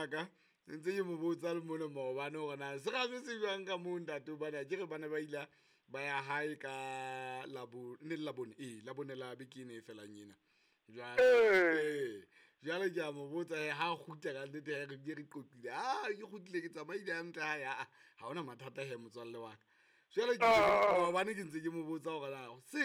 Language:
Southern Sotho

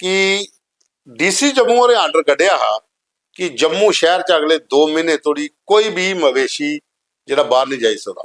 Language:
Dogri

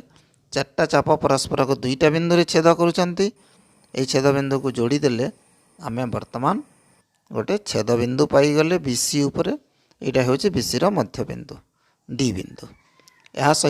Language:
Odia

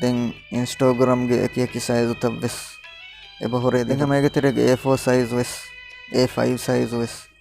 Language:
Divehi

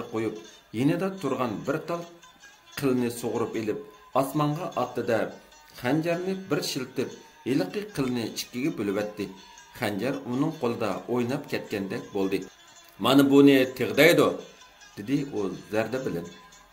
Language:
Uyghur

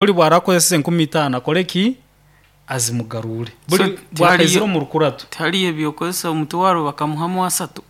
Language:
Nyoro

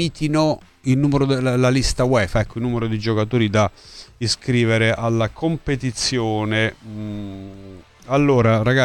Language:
Italian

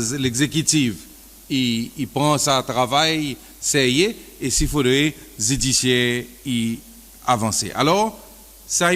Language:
Seselwa Creole French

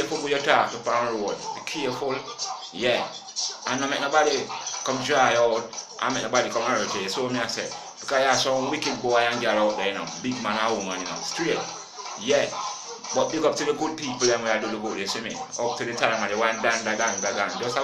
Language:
Jamaican Creole English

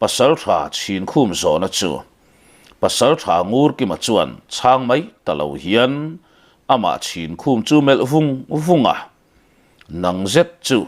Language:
Mizo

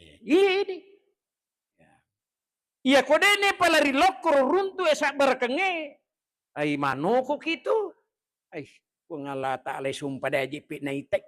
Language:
Buginese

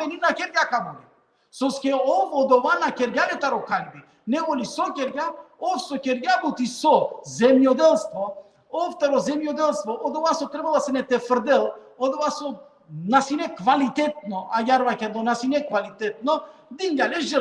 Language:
Balkan Romani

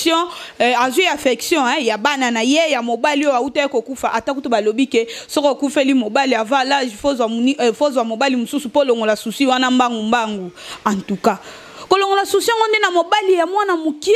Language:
Lingala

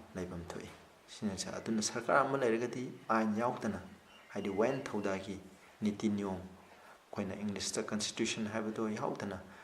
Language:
Manipuri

